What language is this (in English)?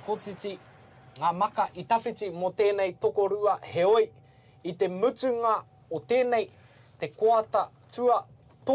Māori